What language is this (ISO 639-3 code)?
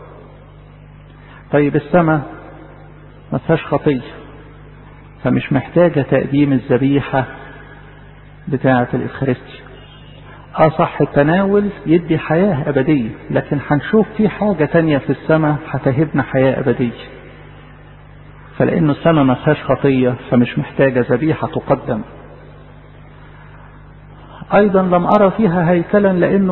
arz